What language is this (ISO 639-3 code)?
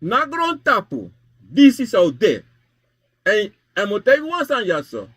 srn